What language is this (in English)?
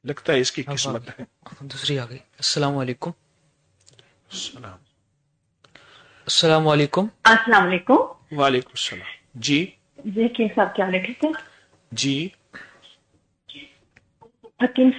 Urdu